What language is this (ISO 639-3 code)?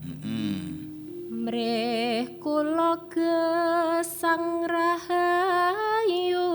jav